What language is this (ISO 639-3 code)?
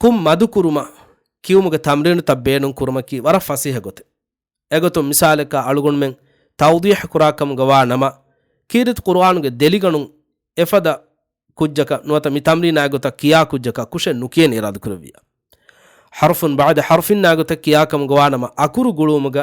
div